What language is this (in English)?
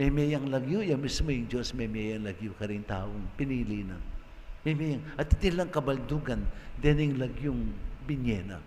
Pampanga